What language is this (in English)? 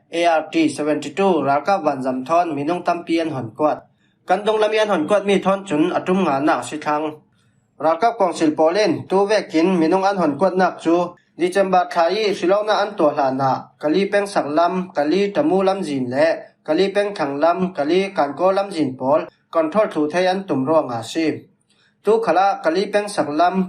Falam Chin